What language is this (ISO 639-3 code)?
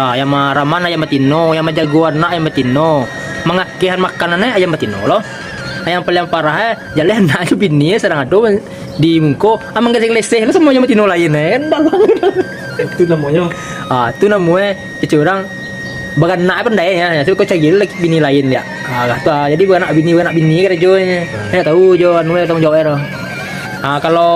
min